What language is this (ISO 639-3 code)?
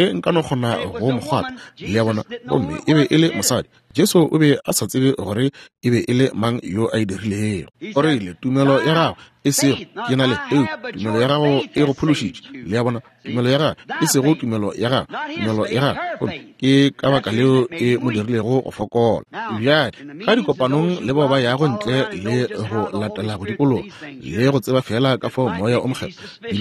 nso